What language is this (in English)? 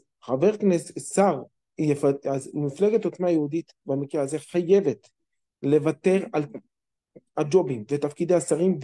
Hebrew